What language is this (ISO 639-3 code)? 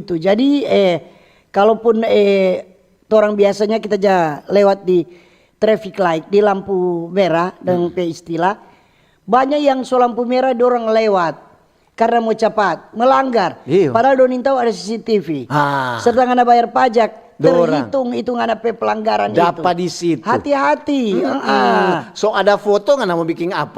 xmm